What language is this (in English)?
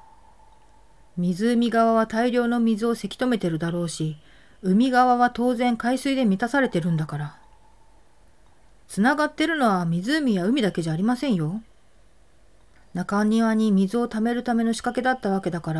Japanese